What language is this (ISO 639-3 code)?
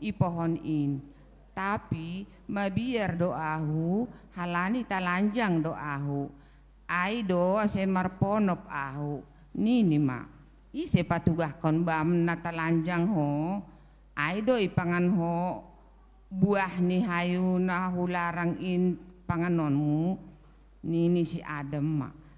bts